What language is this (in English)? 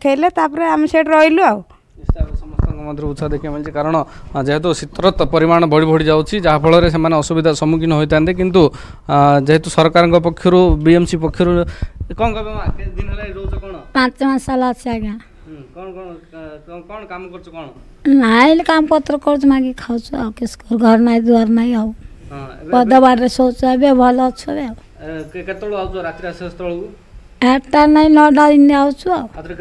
Odia